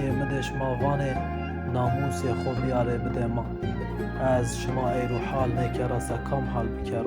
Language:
Zaza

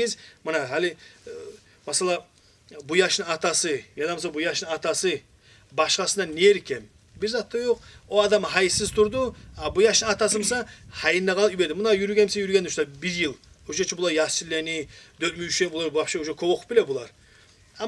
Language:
Kumyk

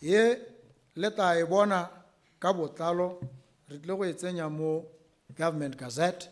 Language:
Tswana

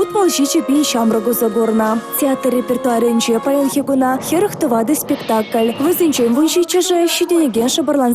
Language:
Chuvash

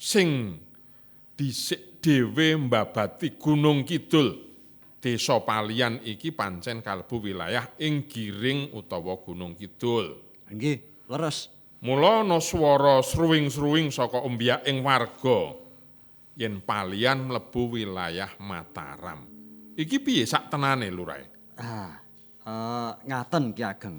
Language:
Javanese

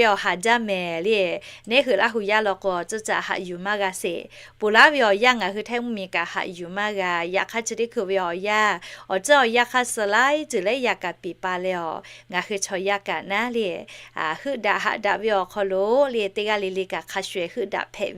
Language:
Lahu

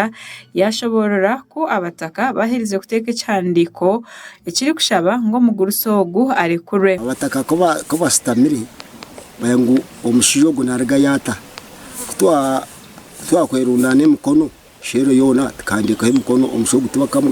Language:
Nyankole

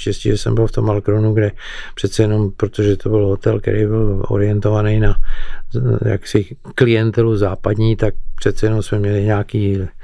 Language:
Czech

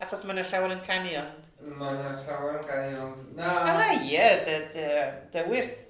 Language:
Welsh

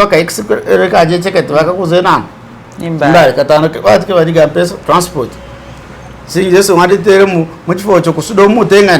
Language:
Masaaba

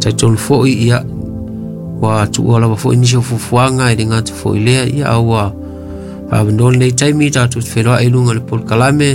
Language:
Samoan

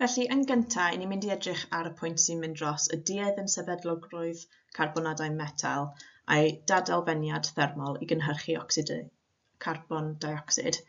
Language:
Welsh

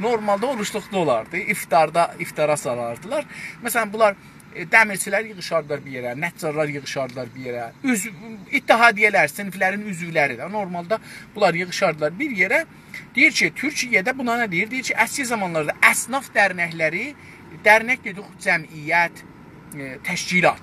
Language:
South Azerbaijani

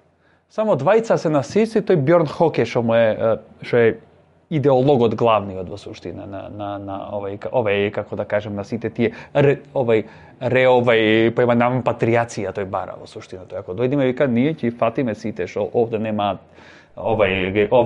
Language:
Macedonian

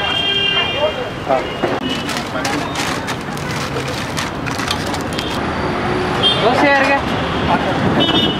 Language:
Kannada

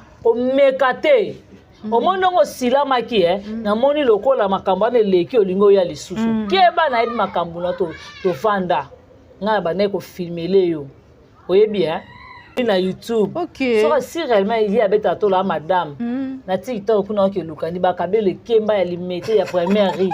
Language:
Lingala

